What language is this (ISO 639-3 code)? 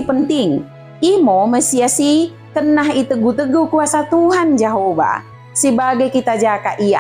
btd